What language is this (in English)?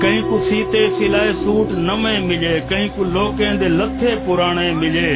Saraiki